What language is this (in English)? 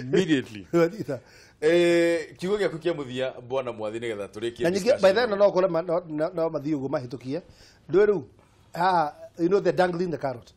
Kikuyu